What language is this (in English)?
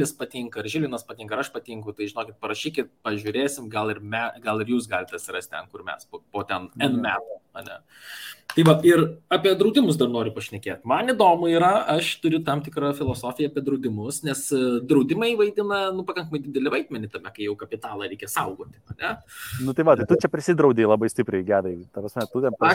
Lithuanian